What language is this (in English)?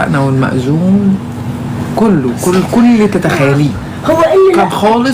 Egyptian Arabic